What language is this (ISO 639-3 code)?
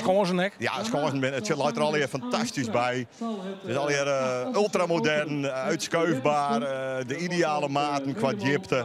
fry